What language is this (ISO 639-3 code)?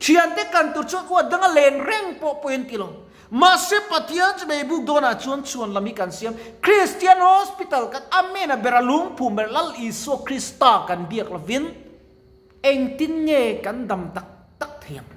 lus